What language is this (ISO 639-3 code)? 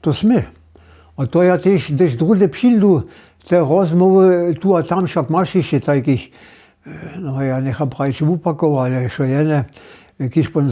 hsb